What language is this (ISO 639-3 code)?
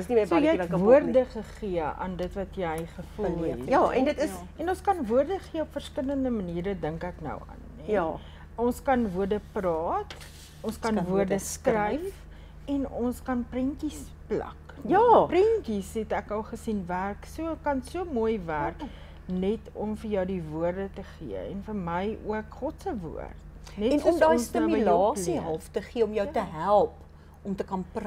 afr